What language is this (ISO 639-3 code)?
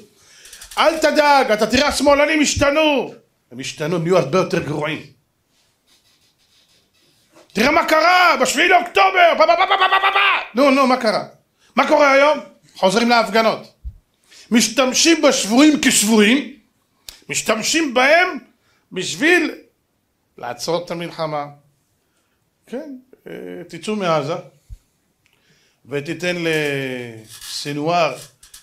heb